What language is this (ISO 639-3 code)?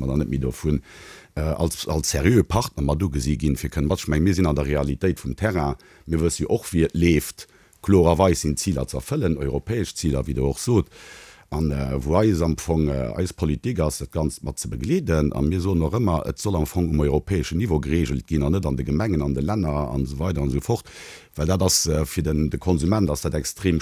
ltz